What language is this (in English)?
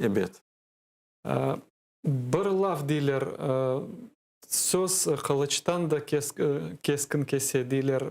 Crimean Tatar